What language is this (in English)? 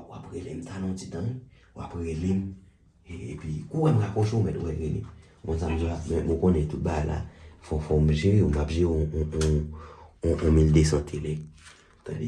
Haitian Creole